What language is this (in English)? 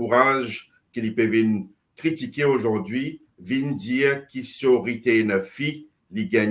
Morisyen